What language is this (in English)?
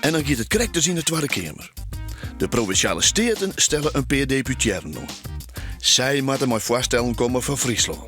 Western Frisian